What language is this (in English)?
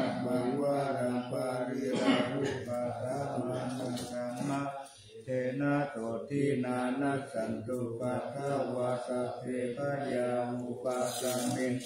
Pali